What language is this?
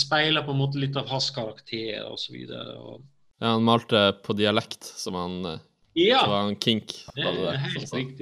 Norwegian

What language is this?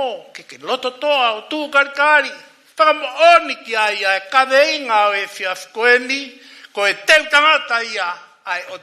Tongan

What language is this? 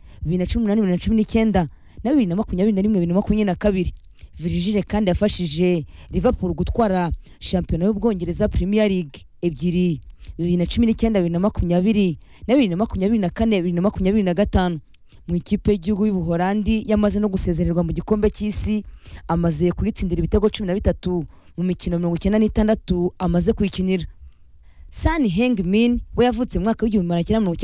Kinyarwanda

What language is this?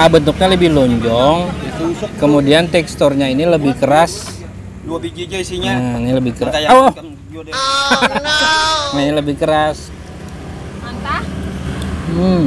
Banjar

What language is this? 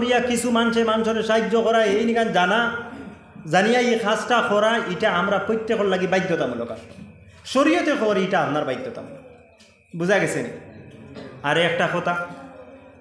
Sylheti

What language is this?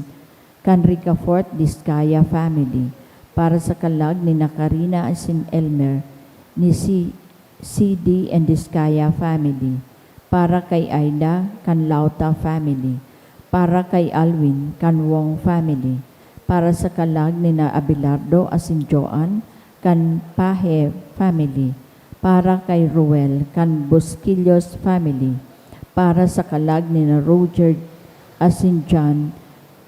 Bikol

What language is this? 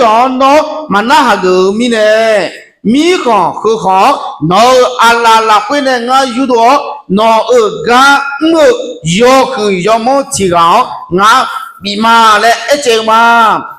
Akha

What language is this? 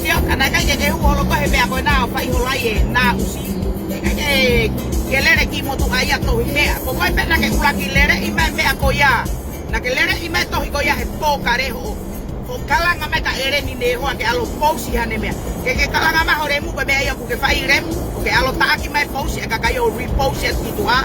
Tongan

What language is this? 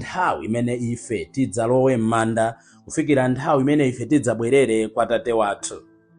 Nyanja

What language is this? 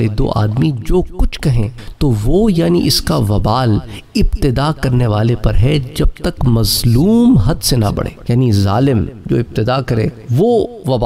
Urdu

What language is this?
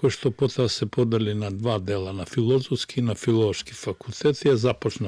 Macedonian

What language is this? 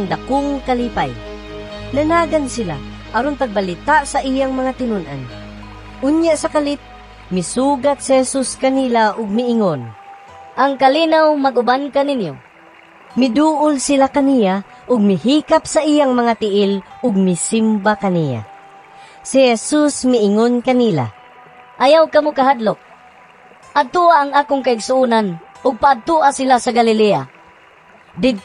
Cebuano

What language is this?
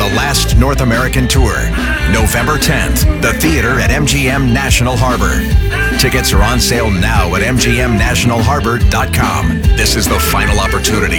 English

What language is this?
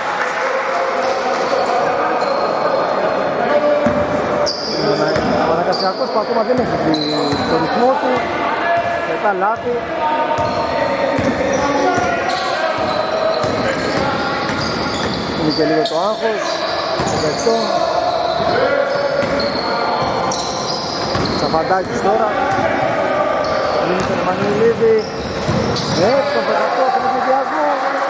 Greek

